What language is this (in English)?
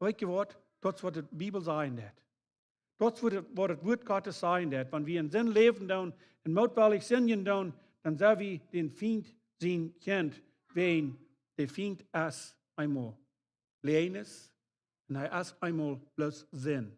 Plautdietsch